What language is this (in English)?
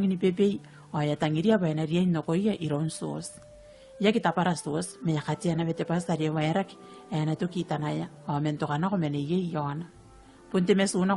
Gilbertese